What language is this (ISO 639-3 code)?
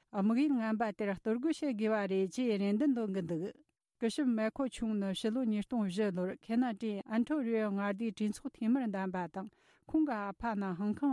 bod